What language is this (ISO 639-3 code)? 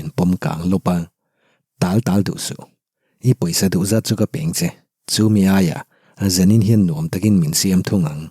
lus